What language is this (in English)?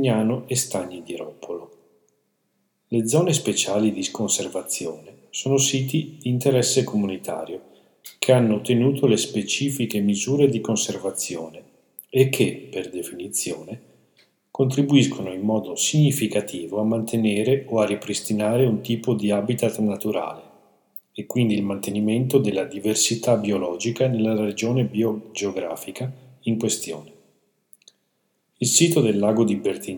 Italian